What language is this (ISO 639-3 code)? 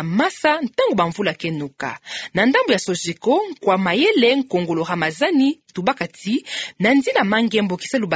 ktu